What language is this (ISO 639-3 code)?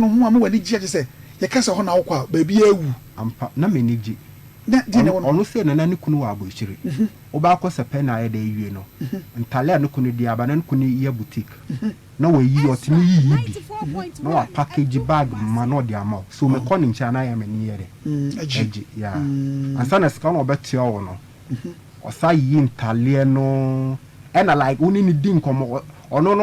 aka